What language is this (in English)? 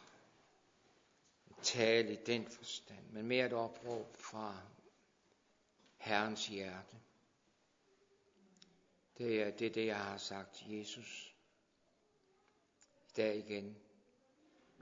Danish